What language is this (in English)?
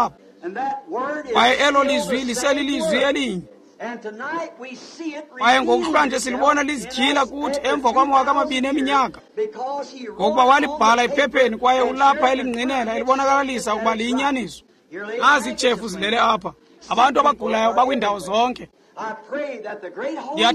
Xhosa